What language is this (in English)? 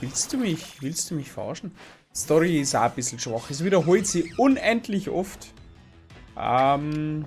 Bavarian